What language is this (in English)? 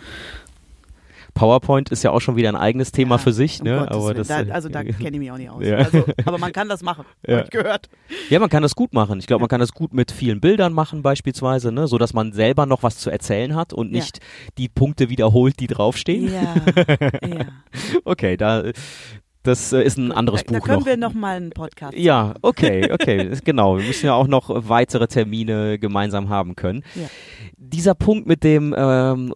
German